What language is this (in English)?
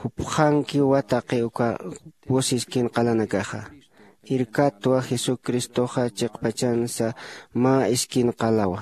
Aymara